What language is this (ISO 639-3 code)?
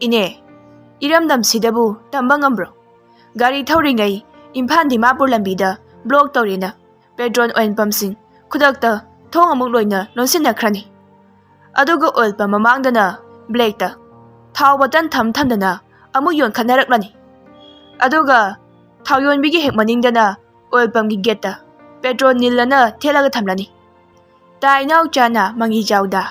mni